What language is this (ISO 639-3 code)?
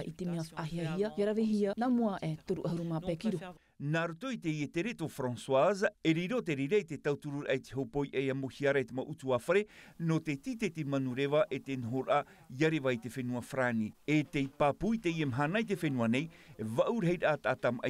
tah